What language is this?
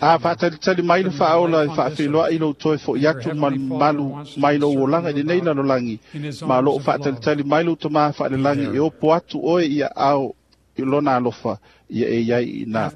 Samoan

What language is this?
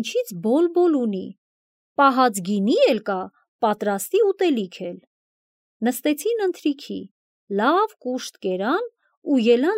Armenian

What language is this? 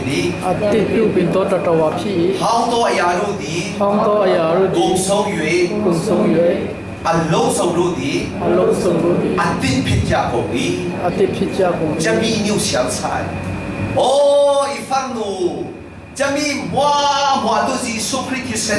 Falam Chin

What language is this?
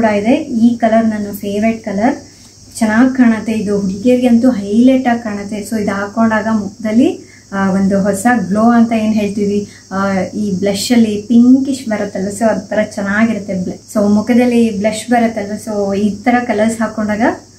Kannada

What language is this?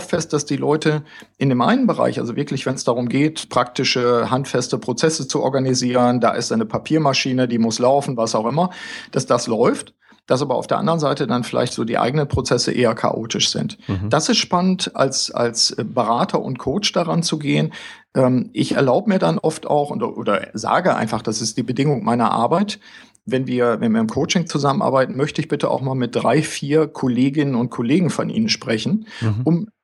German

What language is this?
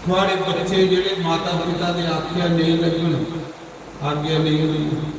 Dogri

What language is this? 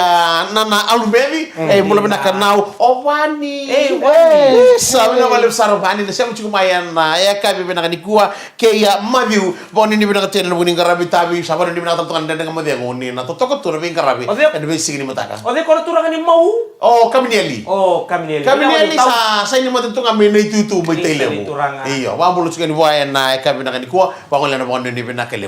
Fijian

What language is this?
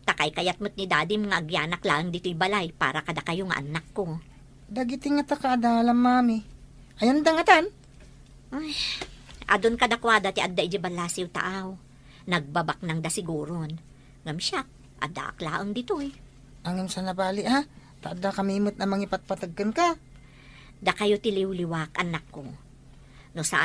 Iloko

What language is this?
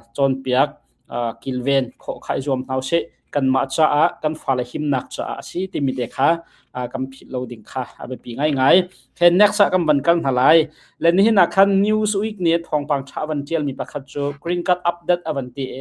Hakha Chin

